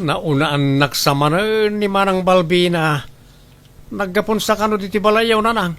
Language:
Iloko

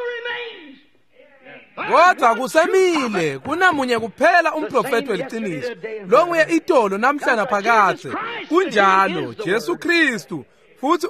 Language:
Swati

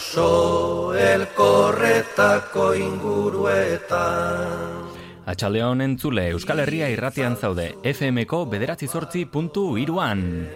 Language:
Basque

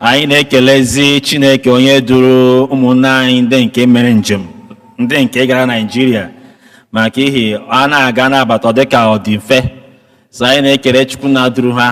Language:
Igbo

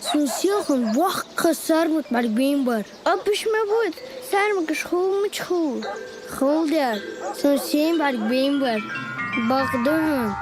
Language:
Ingush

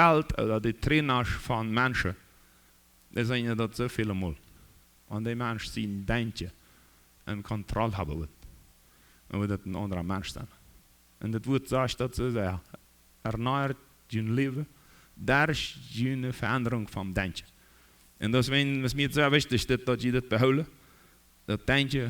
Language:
Plautdietsch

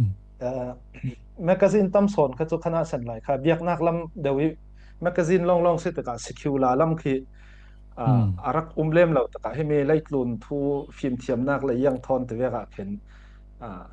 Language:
Falam Chin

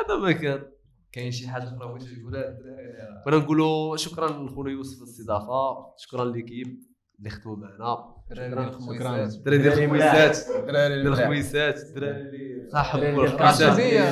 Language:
Moroccan Arabic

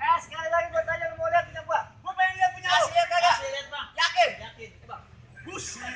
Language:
Betawi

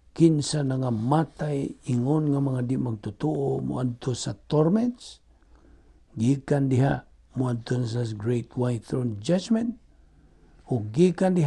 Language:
Cebuano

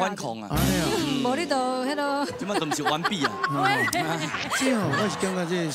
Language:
Min Nan Chinese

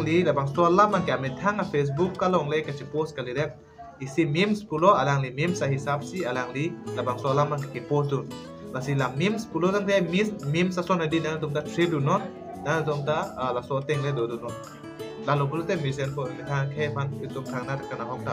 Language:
Karbi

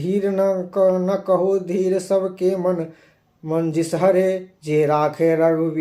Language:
Maithili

